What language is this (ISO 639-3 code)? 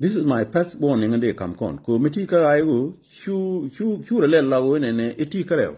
nus